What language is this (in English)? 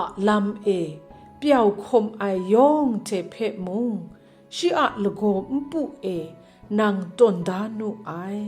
Kachin